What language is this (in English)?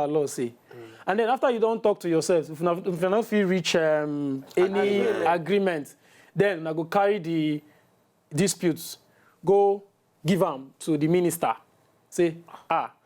Nigerian Pidgin